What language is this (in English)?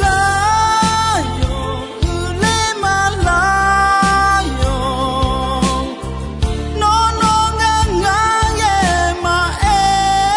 Akha